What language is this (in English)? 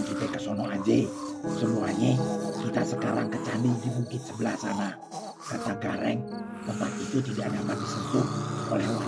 Betawi